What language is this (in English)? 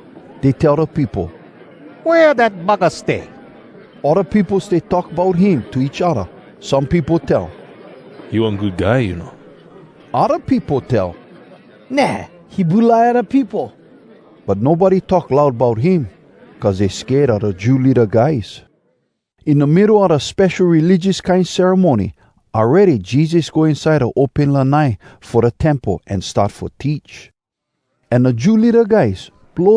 Hawai'i Creole English